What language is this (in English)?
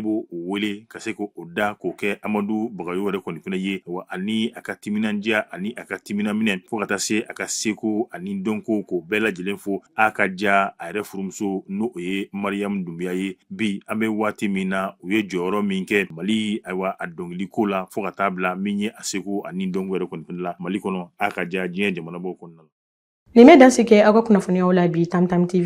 Bambara